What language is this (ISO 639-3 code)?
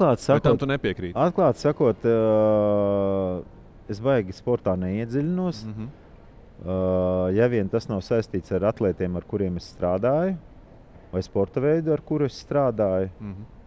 lav